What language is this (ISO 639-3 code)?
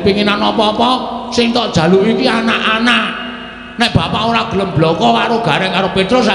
jav